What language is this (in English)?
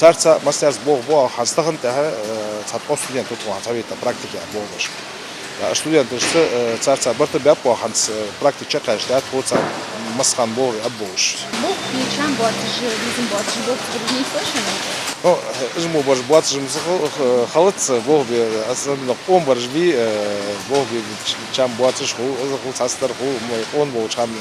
Ingush